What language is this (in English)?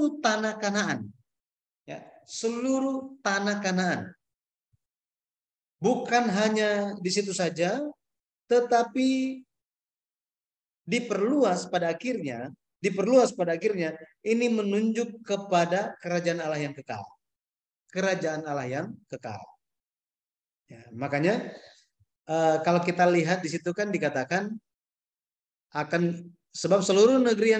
Indonesian